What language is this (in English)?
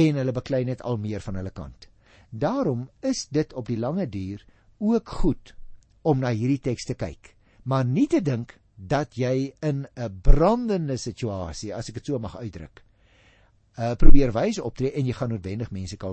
Afrikaans